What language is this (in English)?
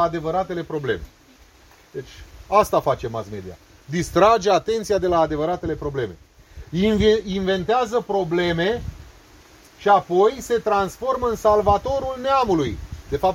Romanian